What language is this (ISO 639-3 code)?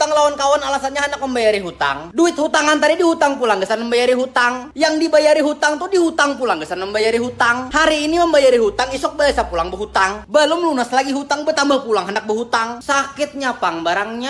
bjn